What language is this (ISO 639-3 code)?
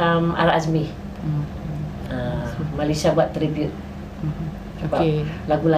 msa